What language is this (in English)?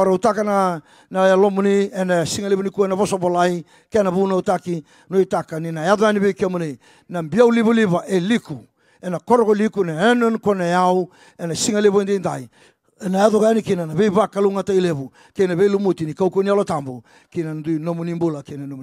Fijian